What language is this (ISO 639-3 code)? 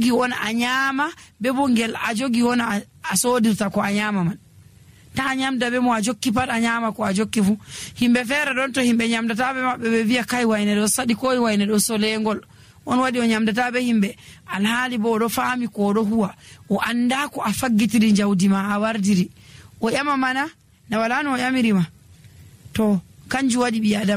fuv